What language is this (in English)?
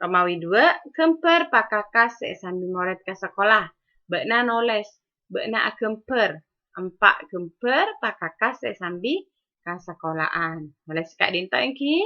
Madurese